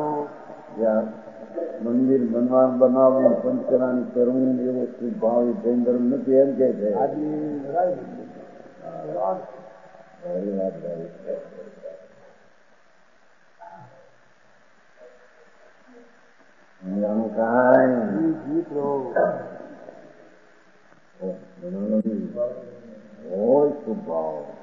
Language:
Gujarati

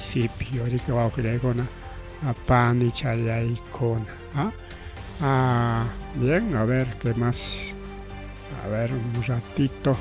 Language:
Ayacucho Quechua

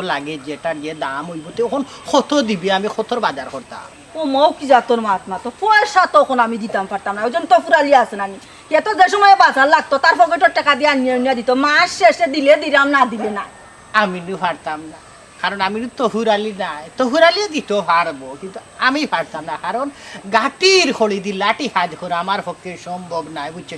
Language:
Sylheti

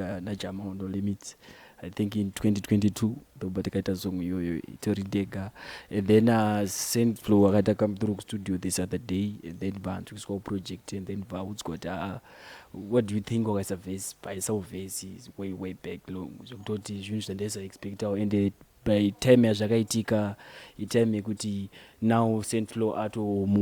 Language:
Shona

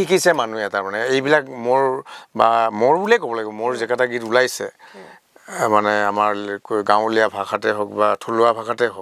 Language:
Assamese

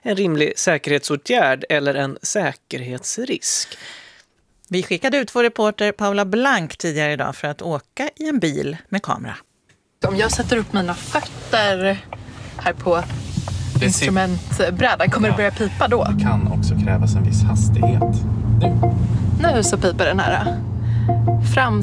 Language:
Swedish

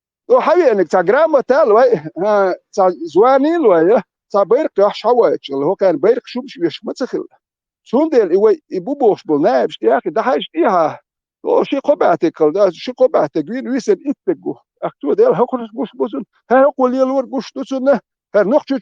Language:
Chechen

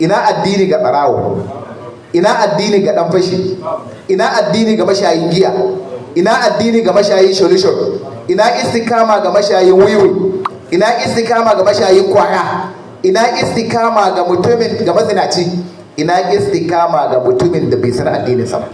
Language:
Hausa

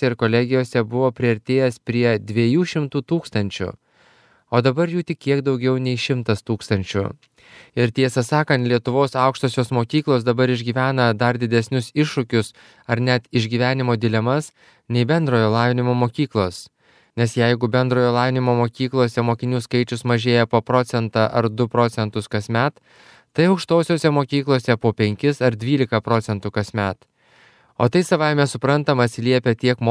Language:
Lithuanian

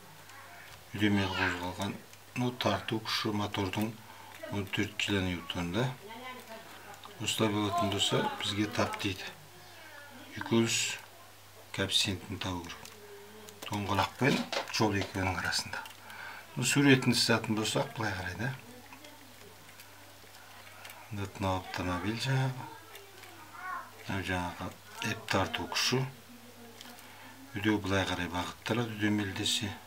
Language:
Kazakh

